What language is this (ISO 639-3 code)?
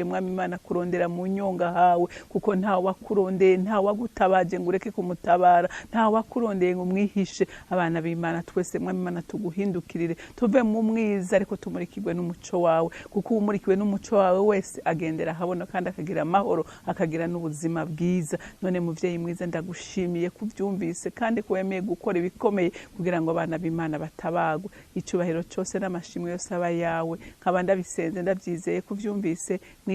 run